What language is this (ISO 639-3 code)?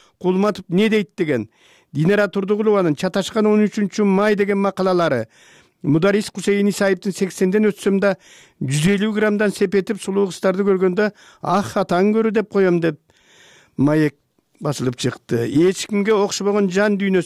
kir